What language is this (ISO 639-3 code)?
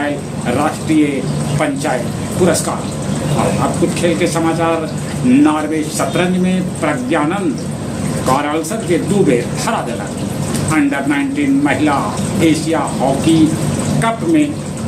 mag